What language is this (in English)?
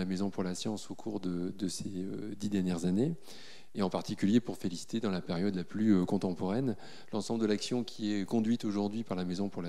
French